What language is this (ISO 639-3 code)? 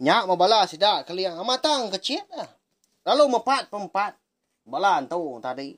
iba